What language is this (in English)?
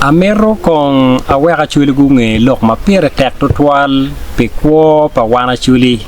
Acoli